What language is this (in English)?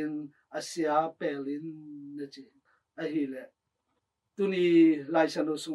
Tedim Chin